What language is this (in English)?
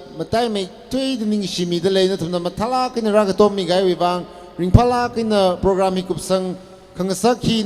Tangkhul Naga (India)